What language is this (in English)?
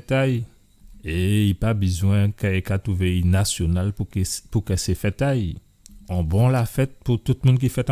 Guadeloupean Creole French